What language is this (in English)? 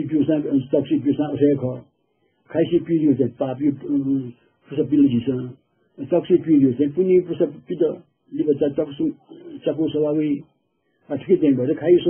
Newari